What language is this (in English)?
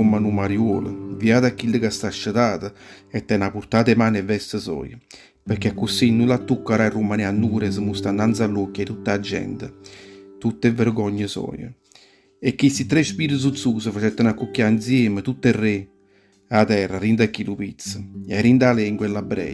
Neapolitan